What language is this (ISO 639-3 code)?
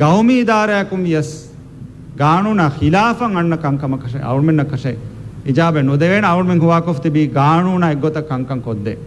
div